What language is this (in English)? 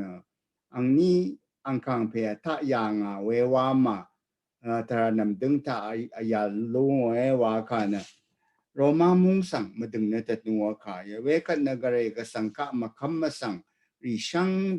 Rawang